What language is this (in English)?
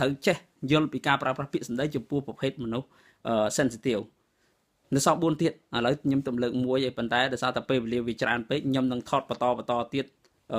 Khmer